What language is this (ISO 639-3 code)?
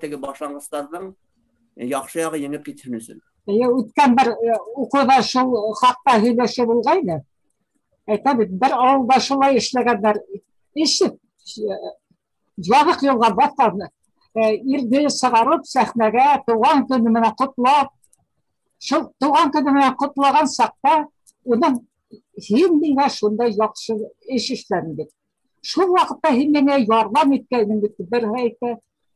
bak